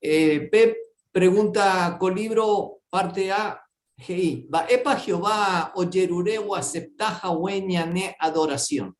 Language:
Guarani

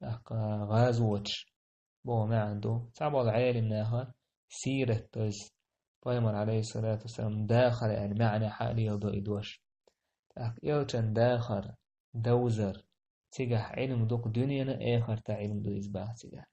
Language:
Chechen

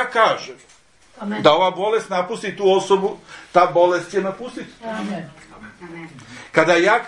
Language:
Serbian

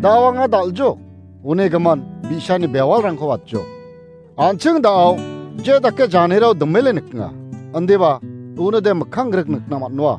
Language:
Garo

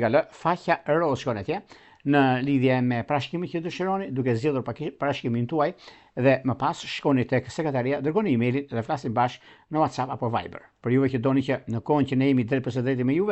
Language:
Albanian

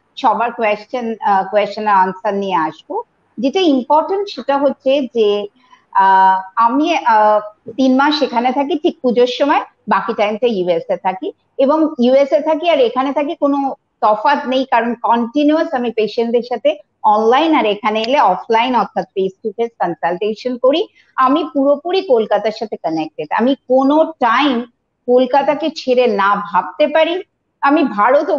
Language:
Bangla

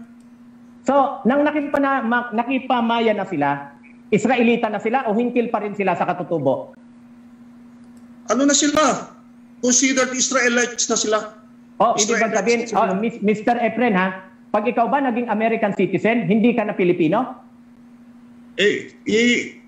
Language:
Filipino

